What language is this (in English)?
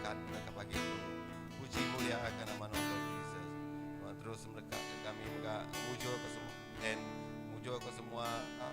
Iban